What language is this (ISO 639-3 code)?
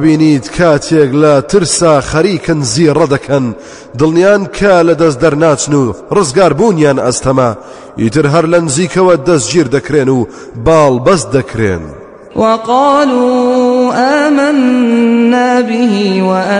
ckb